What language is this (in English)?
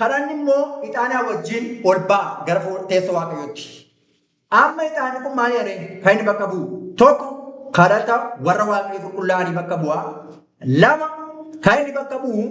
Oromo